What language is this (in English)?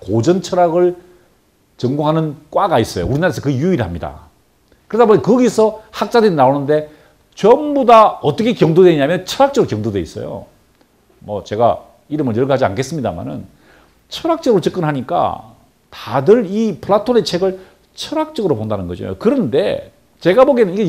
Korean